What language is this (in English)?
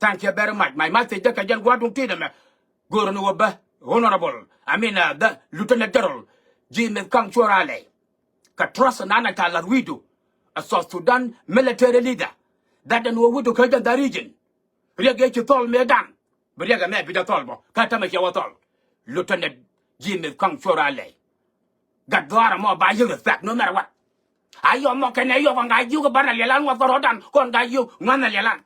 Nuer